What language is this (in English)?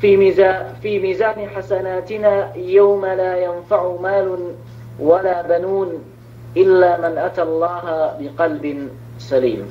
Yakan